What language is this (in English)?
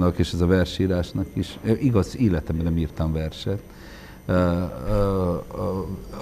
Hungarian